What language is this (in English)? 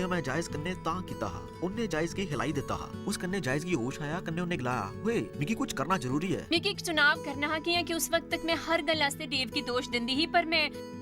Dogri